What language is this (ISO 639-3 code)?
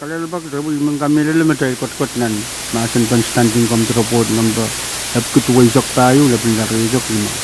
pon